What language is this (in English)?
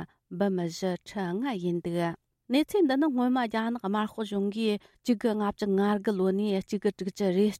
Tibetan